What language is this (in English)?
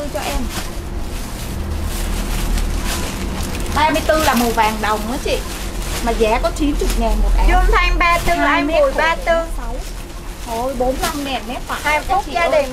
Vietnamese